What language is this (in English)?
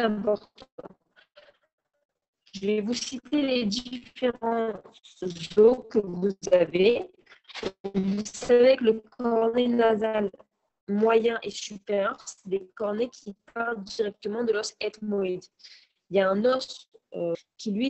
French